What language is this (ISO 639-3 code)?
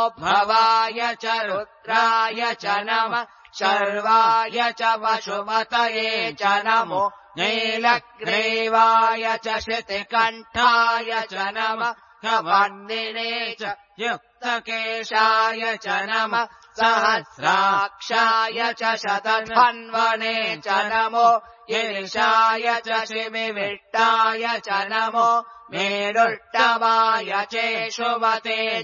san